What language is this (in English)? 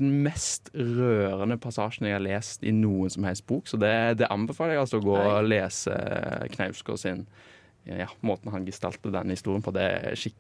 Norwegian